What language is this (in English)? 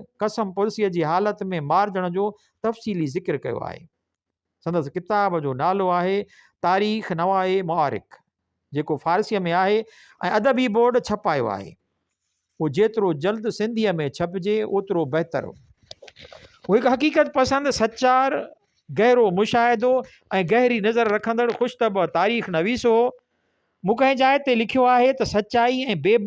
Sindhi